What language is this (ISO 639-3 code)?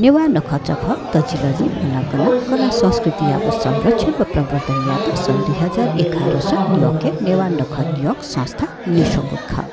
new